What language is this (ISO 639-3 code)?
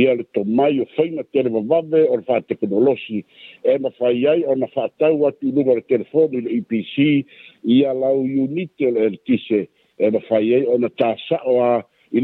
smo